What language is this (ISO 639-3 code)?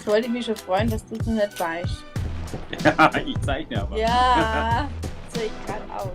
bar